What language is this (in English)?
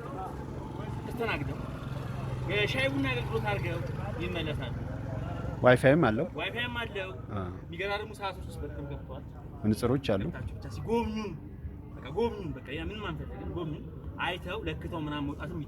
Amharic